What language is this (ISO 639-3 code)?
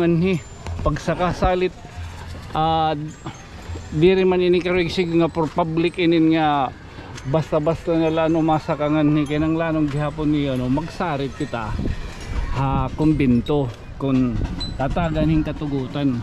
war